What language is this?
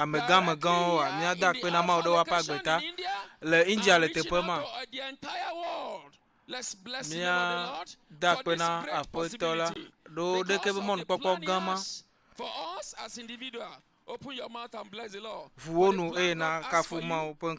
Ewe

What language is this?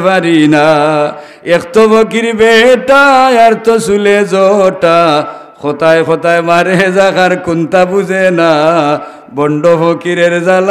Sylheti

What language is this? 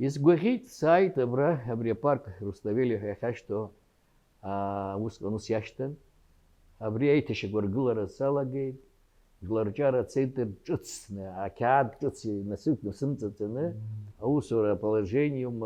Abkhazian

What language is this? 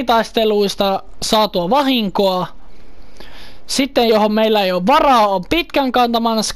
Finnish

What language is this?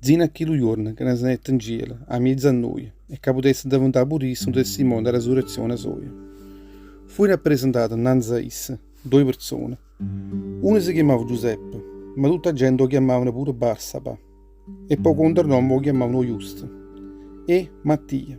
Neapolitan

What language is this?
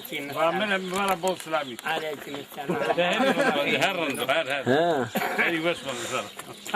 Zaza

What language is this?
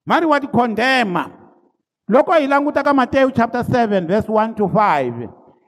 Tsonga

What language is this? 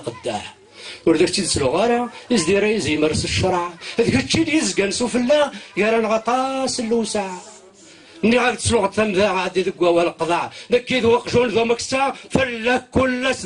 Kabyle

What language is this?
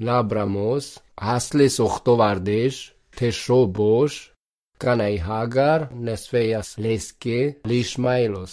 Lithuanian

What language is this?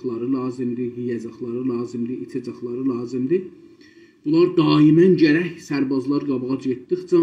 South Azerbaijani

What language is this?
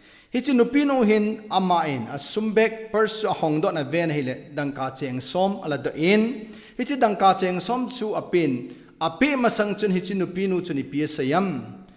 Thado Chin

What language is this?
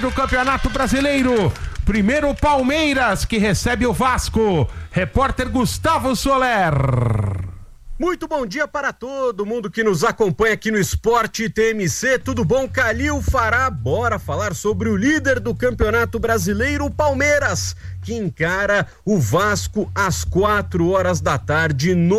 Portuguese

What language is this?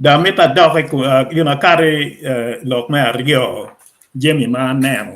Acoli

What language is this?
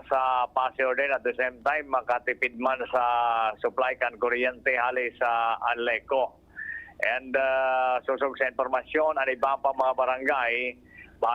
Bikol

